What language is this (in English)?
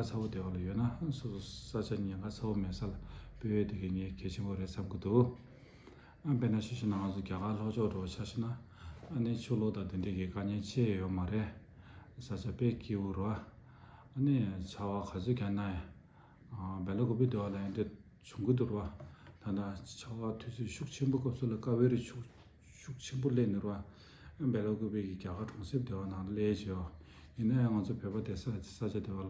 Tibetan